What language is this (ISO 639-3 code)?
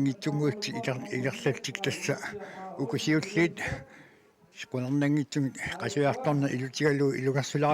kal